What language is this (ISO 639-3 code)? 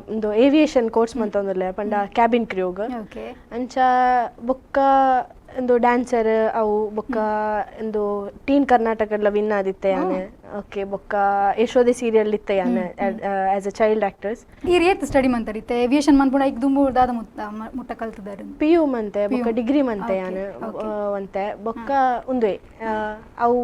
tcy